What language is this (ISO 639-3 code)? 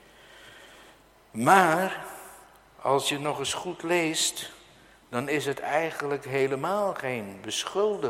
nld